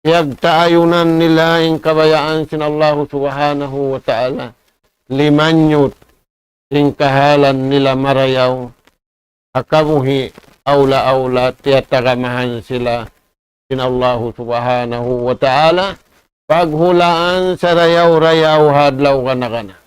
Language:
Tausug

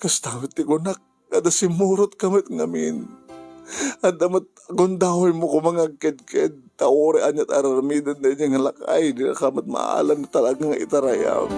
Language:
Iloko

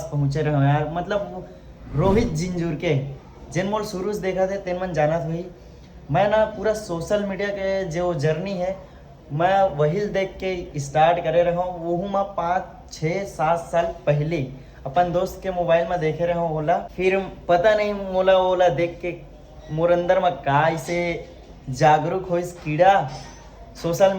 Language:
Chhattisgarhi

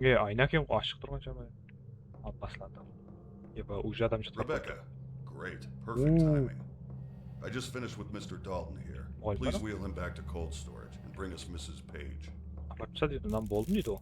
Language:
Kara-Kalpak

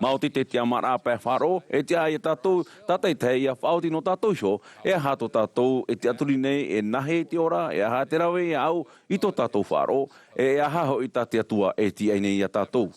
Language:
Tahitian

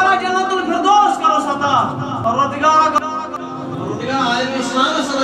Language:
Kashmiri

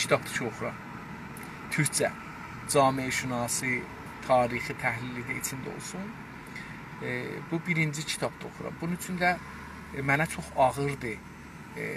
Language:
South Azerbaijani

